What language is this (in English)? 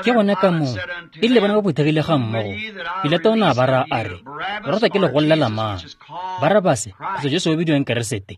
Tswana